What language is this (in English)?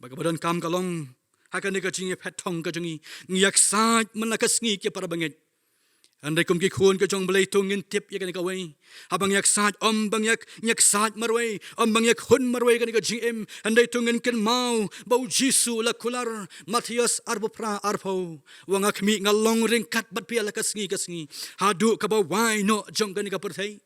Khasi